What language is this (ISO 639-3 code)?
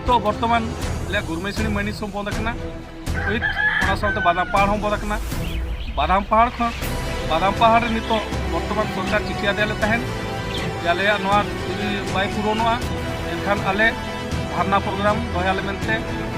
sat